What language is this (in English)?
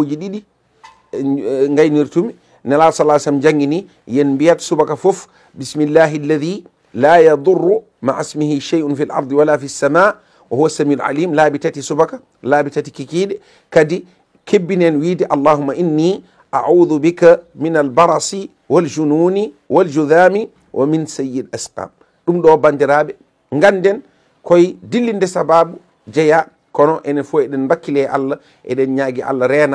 Fula